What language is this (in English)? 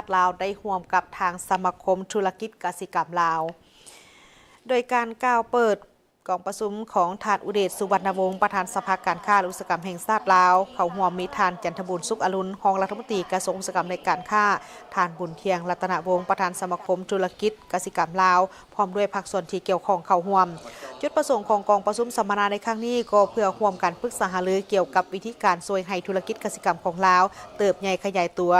Lao